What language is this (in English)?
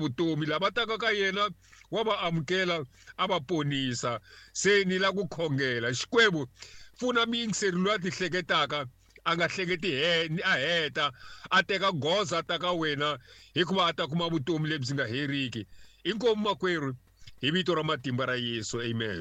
Tsonga